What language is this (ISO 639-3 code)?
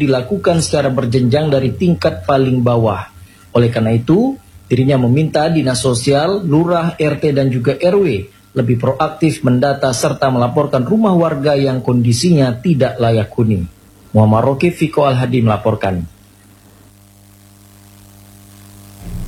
ind